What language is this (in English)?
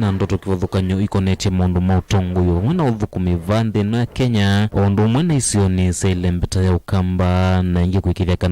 Kamba